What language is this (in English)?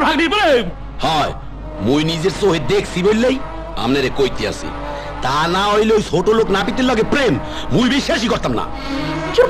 Bangla